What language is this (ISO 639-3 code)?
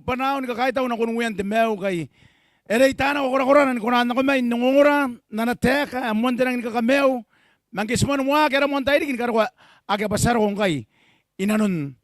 gil